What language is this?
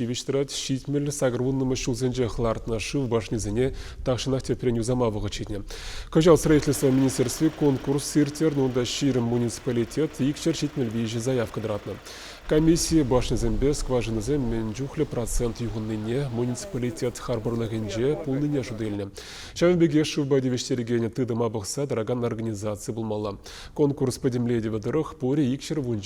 Chuvash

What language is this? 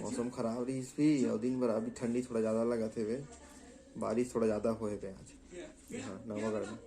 Chhattisgarhi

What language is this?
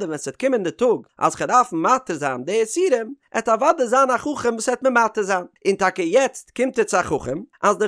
Yiddish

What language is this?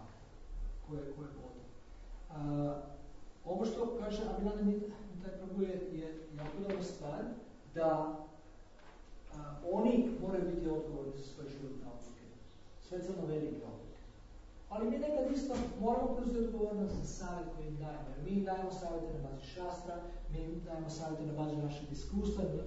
Croatian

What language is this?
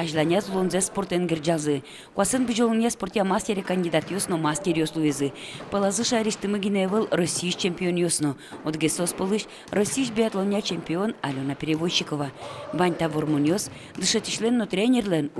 Udmurt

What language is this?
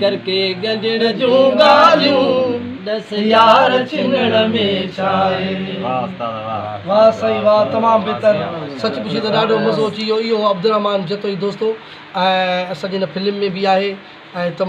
Sindhi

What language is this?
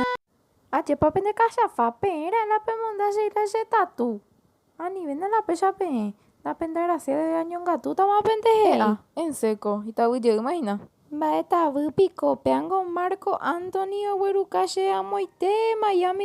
Guarani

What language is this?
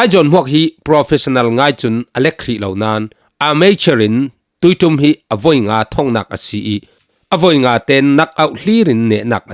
Falam Chin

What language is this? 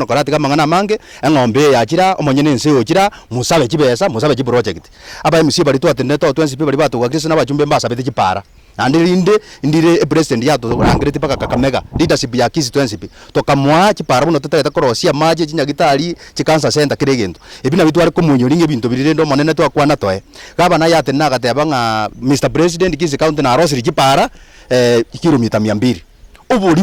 Gusii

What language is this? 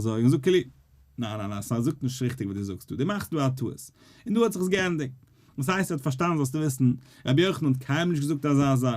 Yiddish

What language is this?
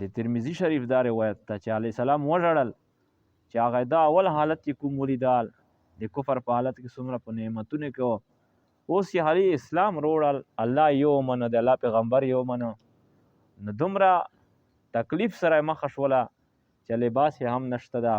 Pashto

